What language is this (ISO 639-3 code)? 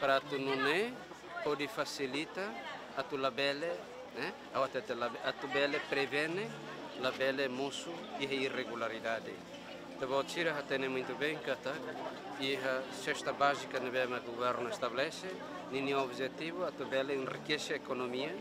tet